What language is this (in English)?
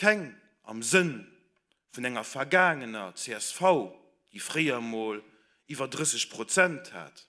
Luxembourgish